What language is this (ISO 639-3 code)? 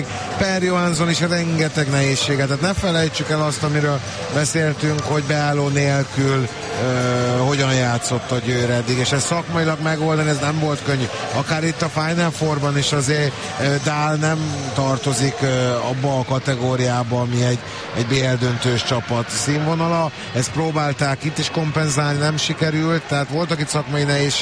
hun